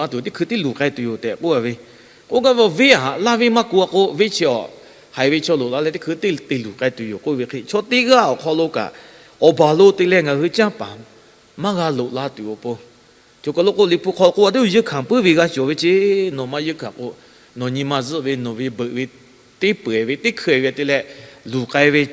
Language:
Lahu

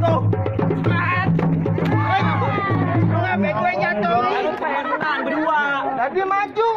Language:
Betawi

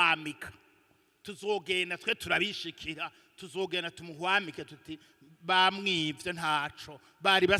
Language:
Rundi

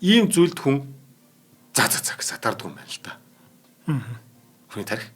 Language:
Mongolian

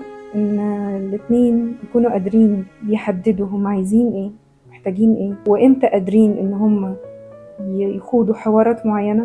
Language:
Egyptian Arabic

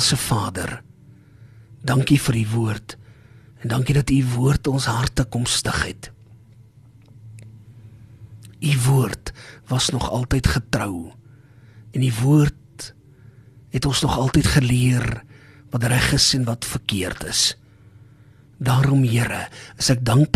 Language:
Afrikaans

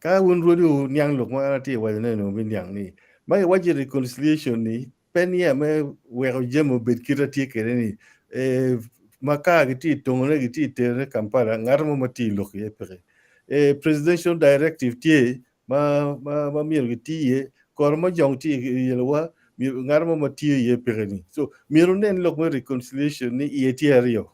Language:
Acoli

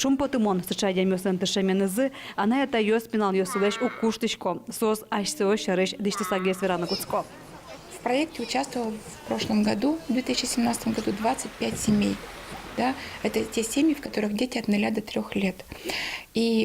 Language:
Udmurt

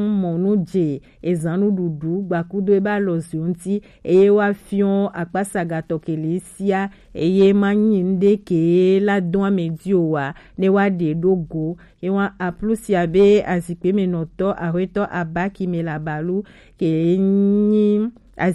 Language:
Gen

